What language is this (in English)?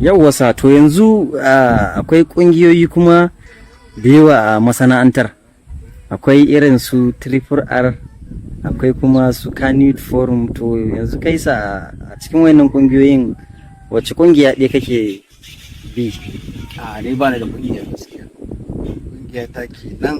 Hausa